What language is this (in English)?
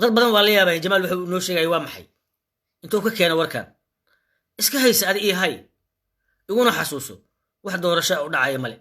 Somali